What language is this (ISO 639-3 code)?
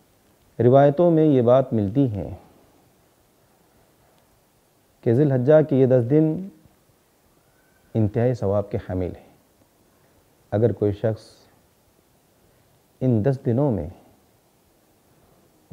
urd